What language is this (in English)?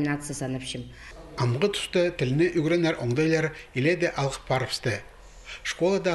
Khakas